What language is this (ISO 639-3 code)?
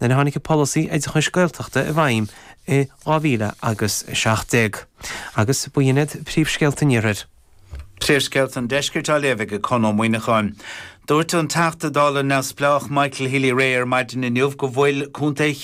gle